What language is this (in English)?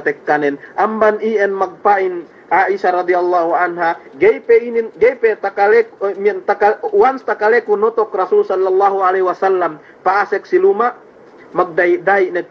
Yakan